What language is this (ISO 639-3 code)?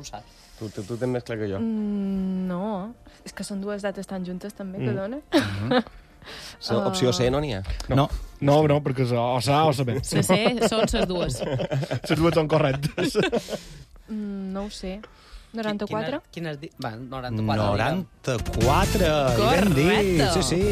cat